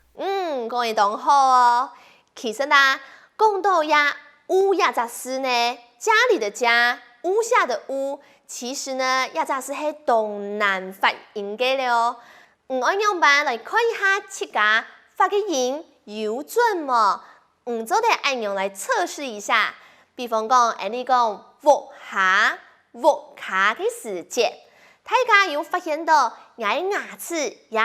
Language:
Hakka Chinese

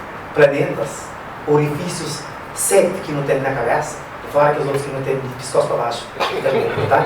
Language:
Kabuverdianu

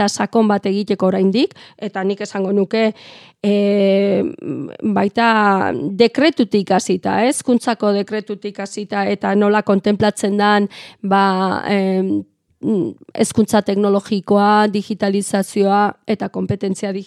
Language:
Basque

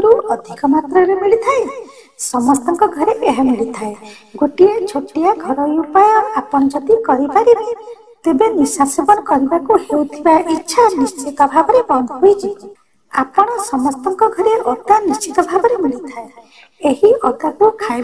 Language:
Odia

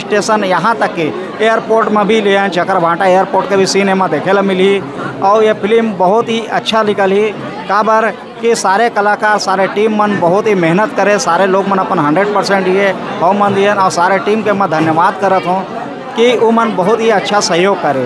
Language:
Chhattisgarhi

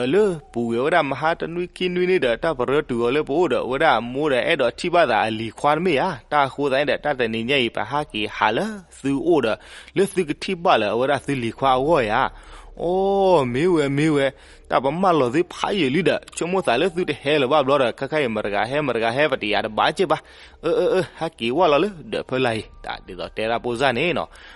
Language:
S'gaw Karen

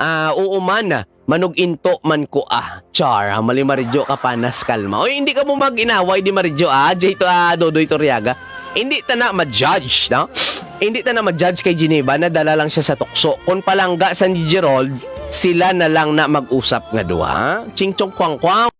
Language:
Hiligaynon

